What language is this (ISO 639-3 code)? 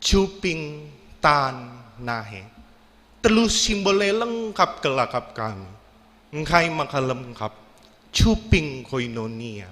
btx